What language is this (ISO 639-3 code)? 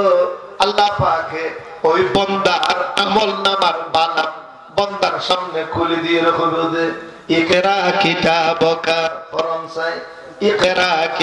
rhg